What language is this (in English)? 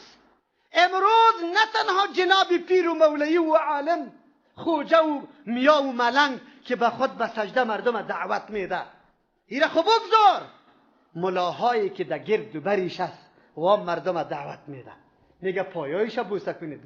Persian